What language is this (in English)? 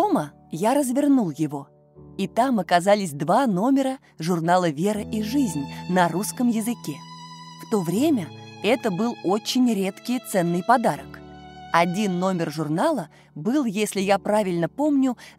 Russian